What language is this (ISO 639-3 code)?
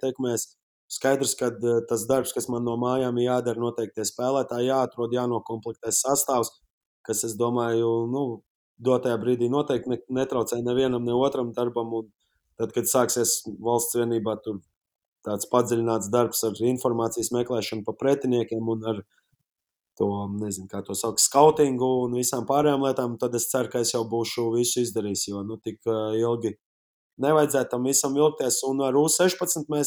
lav